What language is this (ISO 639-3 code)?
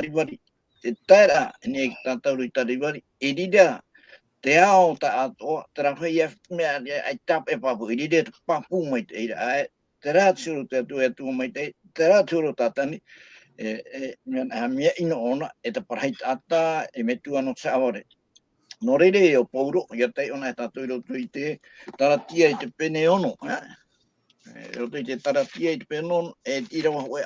tah